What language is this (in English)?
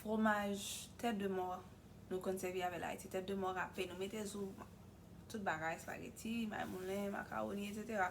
Haitian Creole